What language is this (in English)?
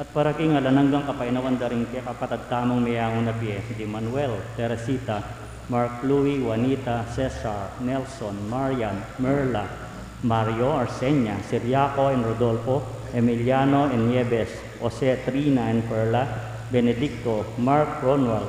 Pampanga